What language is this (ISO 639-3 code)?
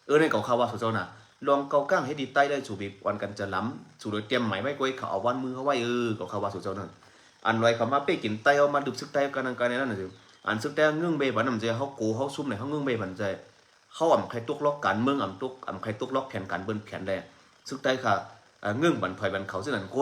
shn